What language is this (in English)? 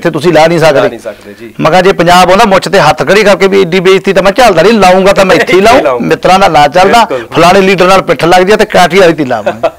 Punjabi